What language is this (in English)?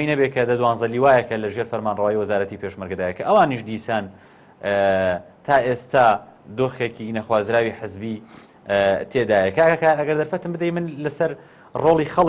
Central Kurdish